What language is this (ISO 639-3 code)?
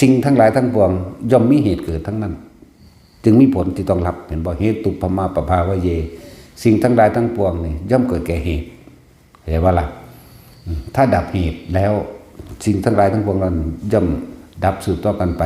tts